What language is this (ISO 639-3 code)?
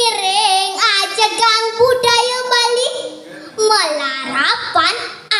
ban